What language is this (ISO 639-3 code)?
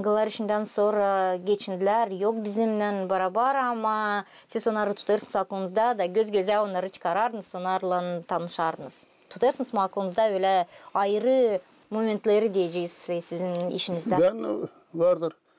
gag